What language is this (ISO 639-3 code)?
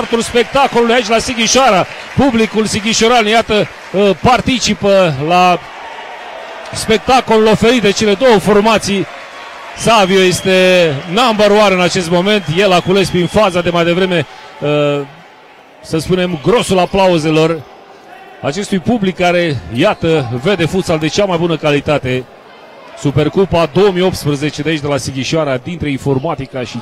ron